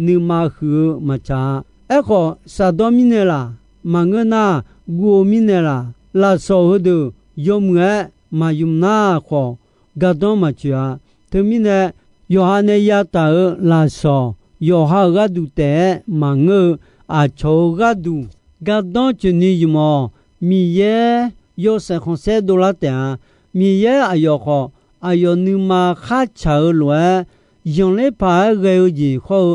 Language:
Akha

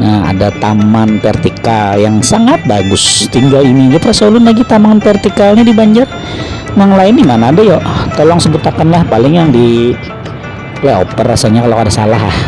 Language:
Banjar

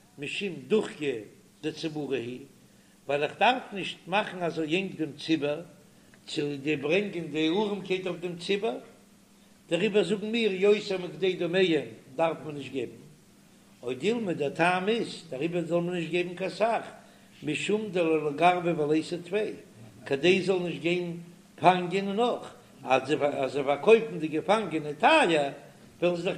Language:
Yiddish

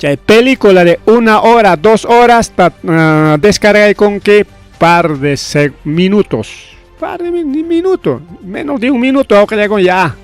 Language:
Ayacucho Quechua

